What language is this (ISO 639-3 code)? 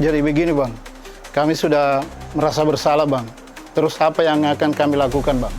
mfp